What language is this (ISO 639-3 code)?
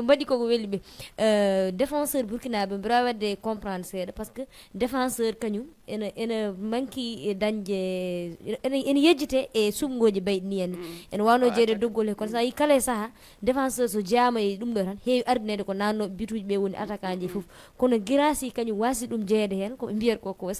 ful